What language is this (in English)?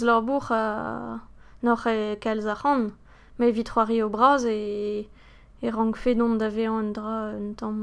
Breton